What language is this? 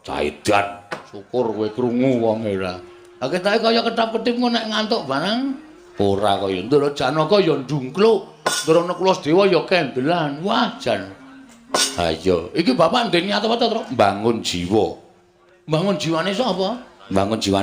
Javanese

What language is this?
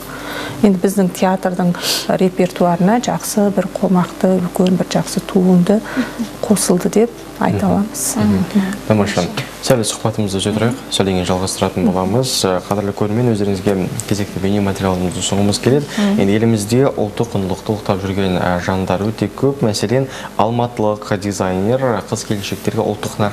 Kazakh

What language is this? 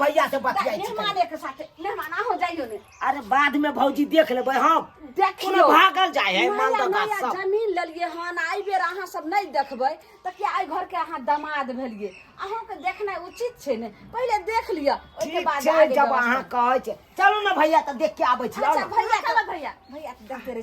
Maithili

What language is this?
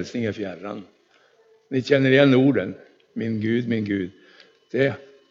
Swedish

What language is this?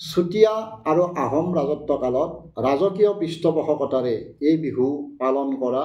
Assamese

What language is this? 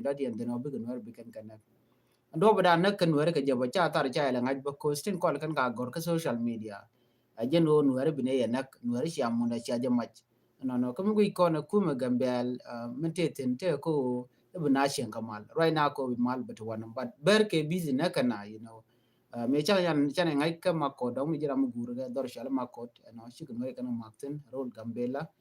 Nuer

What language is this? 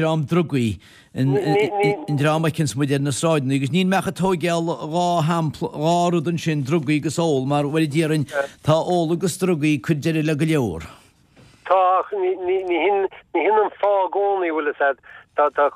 Irish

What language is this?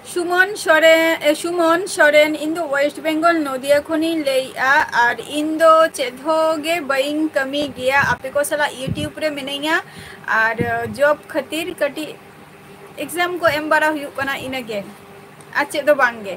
Santali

